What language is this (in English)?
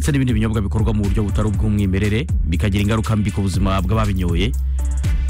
Kinyarwanda